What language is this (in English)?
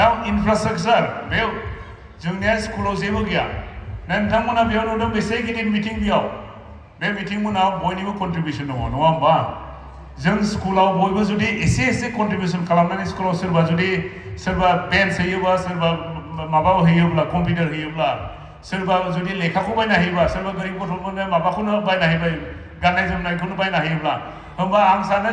Bodo